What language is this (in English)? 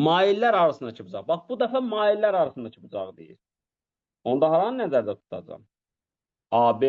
Azerbaijani